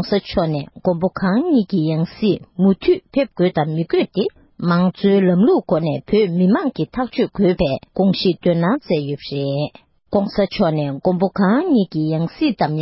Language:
Tibetan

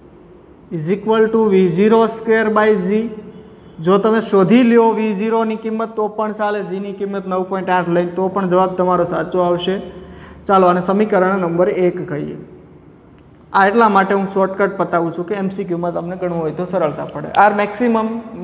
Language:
Gujarati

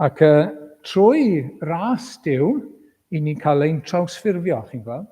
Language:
Welsh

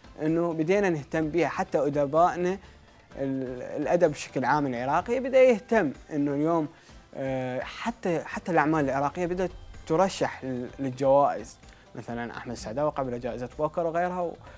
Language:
Mesopotamian Arabic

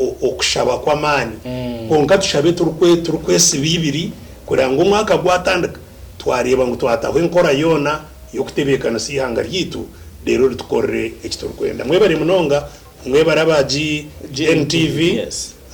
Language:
Nyankole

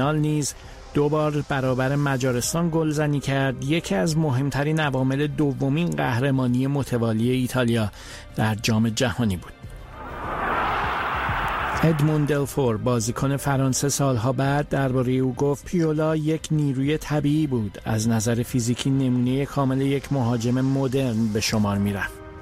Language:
Persian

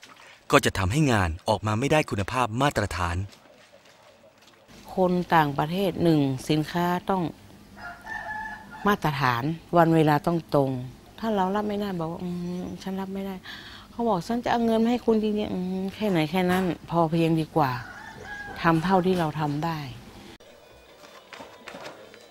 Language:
Thai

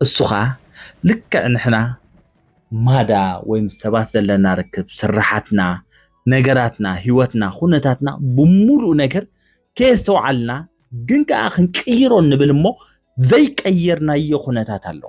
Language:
Tigrinya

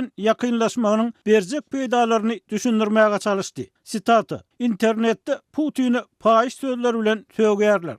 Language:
Turkmen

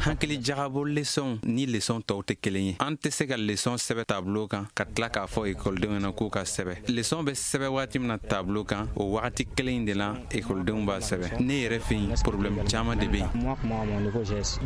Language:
Bambara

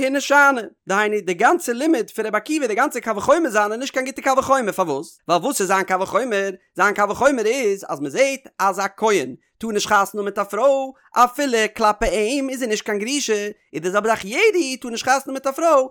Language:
Yiddish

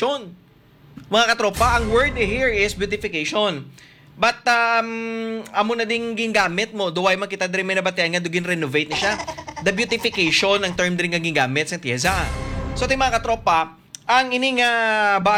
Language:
Hiligaynon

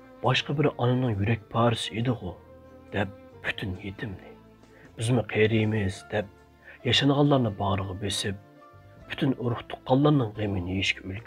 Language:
Uyghur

